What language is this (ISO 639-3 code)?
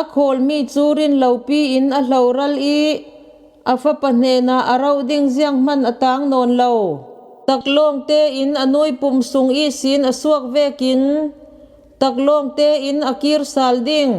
cfm